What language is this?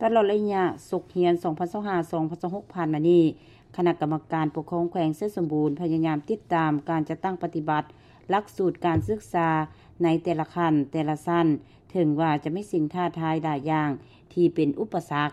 Lao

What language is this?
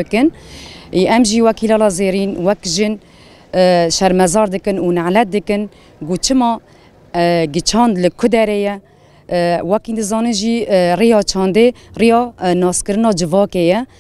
Kurdish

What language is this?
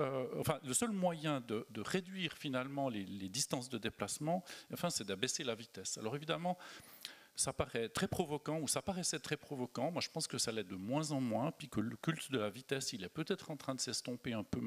French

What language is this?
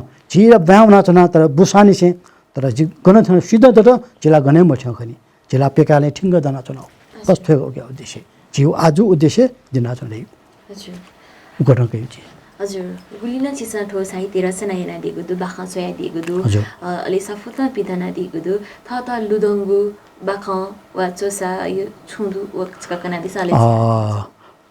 Newari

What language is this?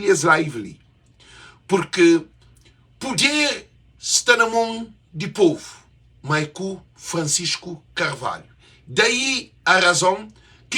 Kabuverdianu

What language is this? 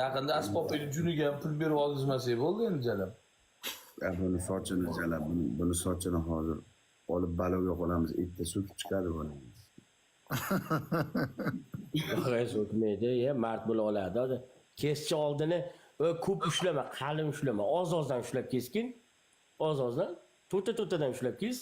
Uzbek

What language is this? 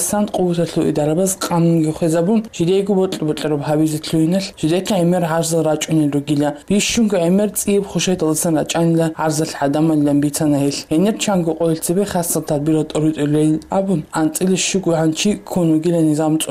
Avaric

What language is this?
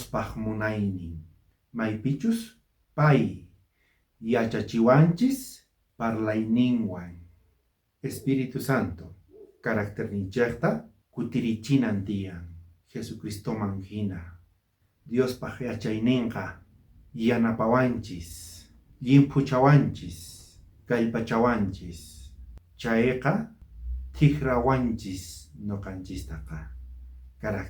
South Bolivian Quechua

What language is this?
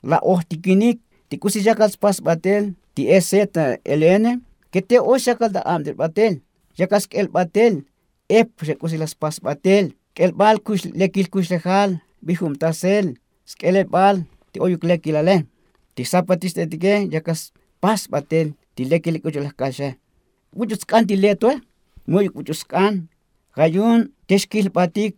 Tzotzil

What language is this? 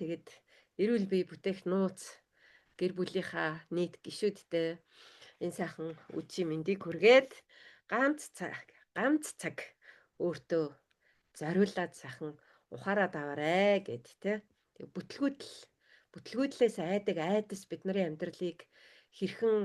Mongolian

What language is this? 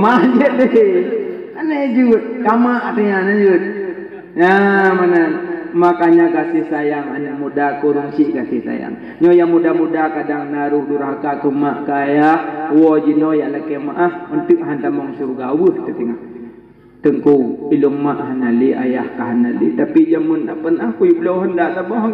Achinese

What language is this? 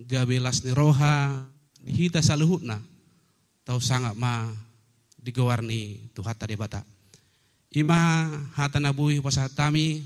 Batak Toba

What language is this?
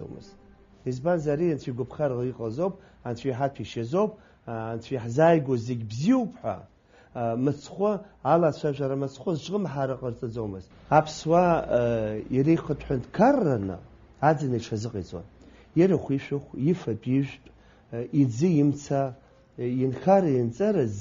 Abkhazian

